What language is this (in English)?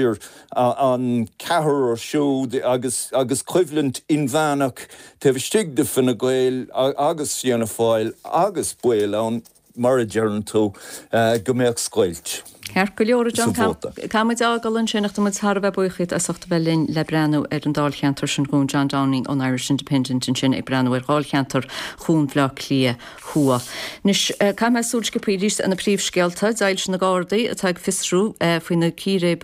Irish